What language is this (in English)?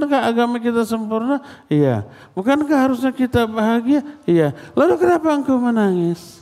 Indonesian